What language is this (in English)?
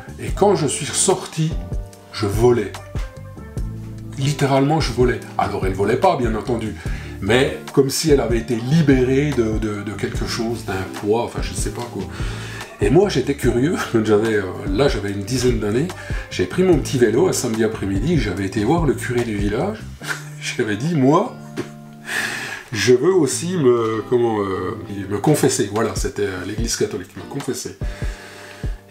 French